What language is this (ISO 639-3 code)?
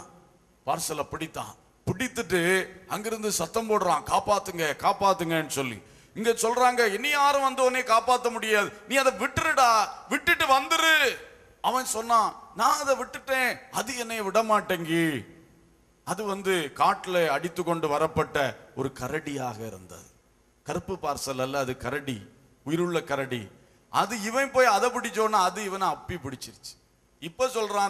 tam